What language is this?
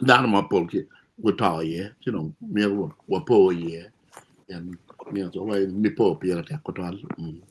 Acoli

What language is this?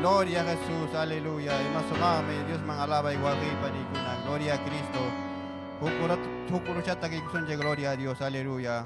Ayacucho Quechua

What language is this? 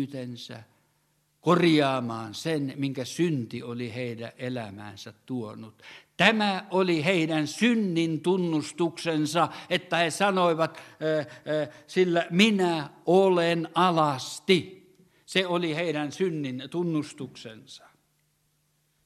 Finnish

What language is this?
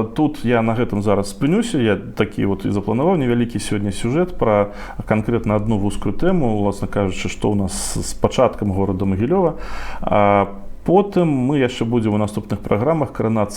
Belarusian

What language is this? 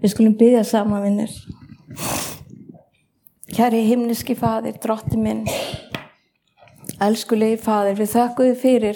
Icelandic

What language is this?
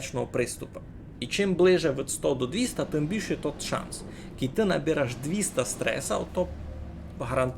Rusyn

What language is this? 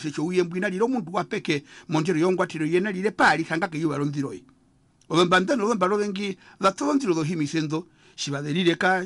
Herero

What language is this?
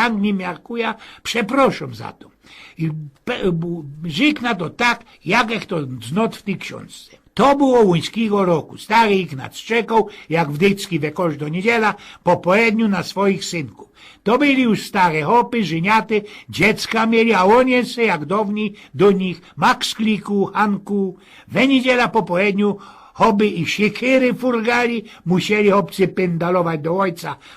Silesian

